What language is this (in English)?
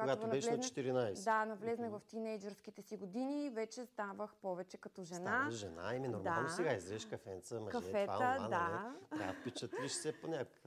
Bulgarian